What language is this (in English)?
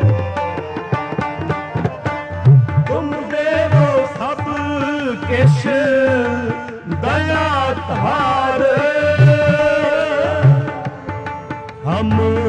Punjabi